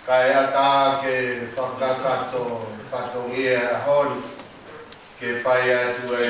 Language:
Tongan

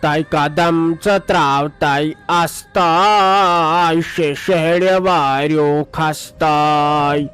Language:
Kashmiri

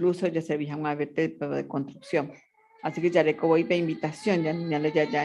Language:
Guarani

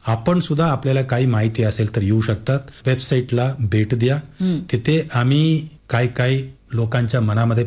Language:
Marathi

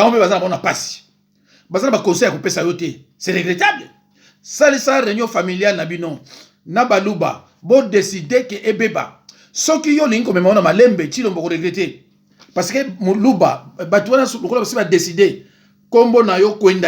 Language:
Lingala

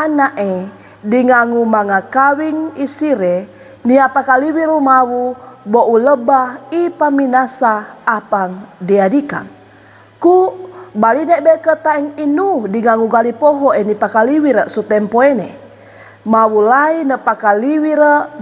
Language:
Sangir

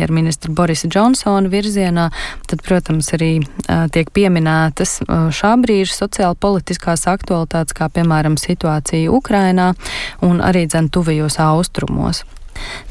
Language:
Latvian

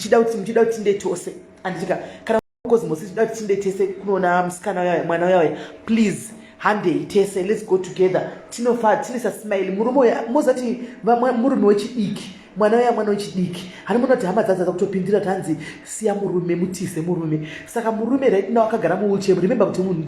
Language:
Shona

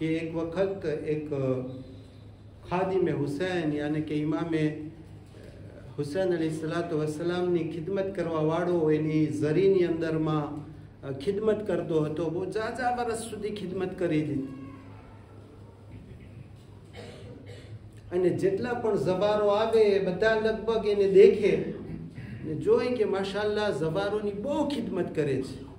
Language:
Gujarati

